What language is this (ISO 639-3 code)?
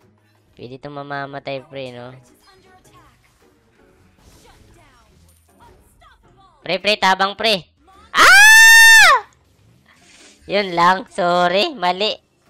fil